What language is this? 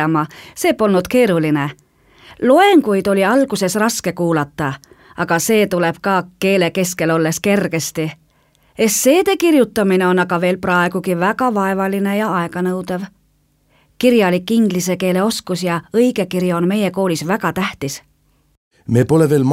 Estonian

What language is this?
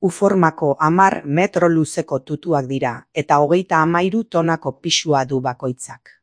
Basque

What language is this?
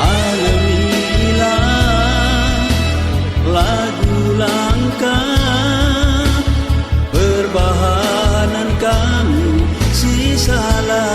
Batak Karo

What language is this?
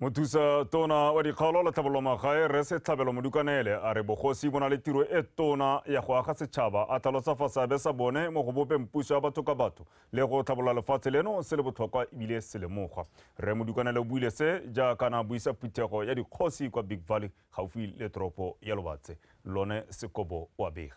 Tswana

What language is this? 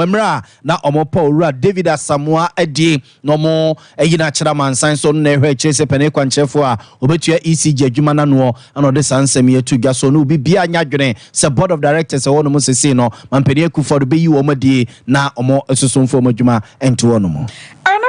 Akan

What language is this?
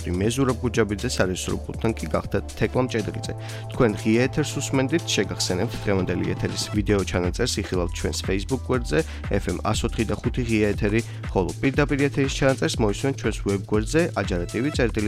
Georgian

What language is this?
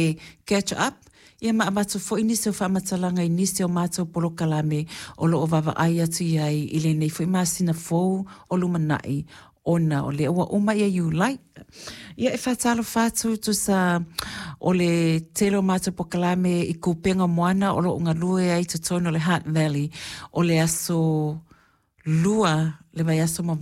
Samoan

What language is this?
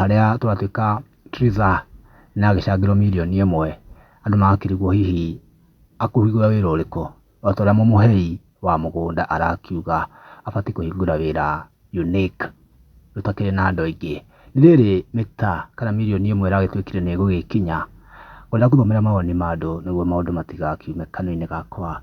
Kikuyu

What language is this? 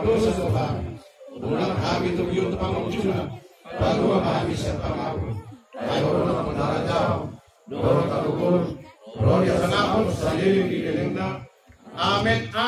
Batak Toba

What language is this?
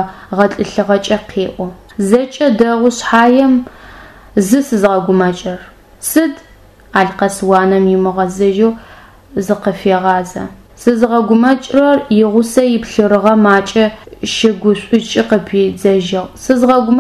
Adyghe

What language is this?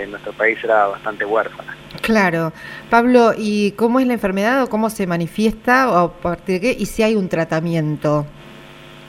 Spanish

